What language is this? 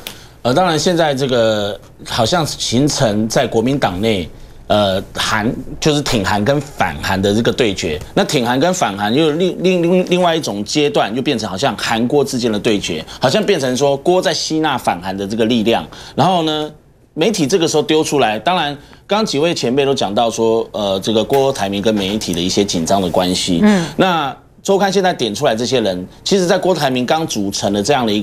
Chinese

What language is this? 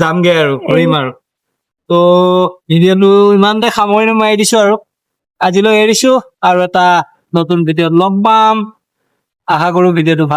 Assamese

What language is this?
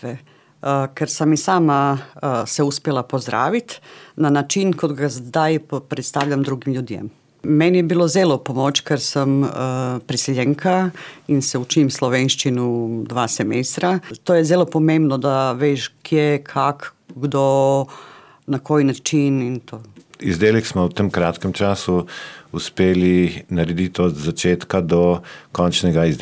Slovenian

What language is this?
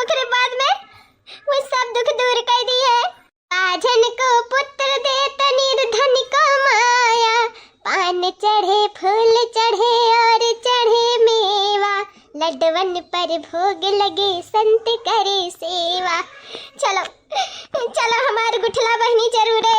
Awadhi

